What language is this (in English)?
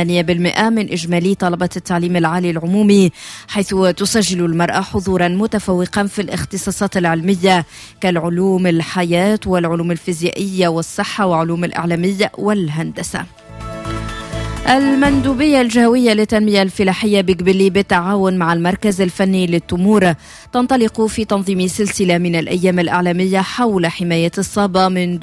Tunisian Arabic